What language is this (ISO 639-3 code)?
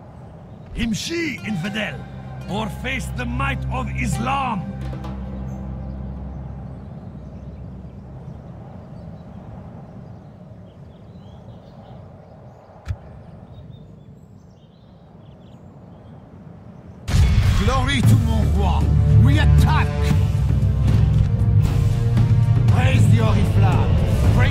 eng